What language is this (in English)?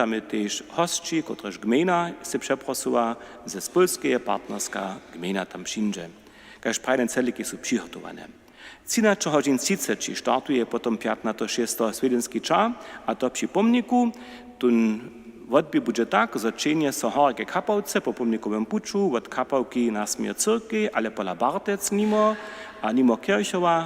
Upper Sorbian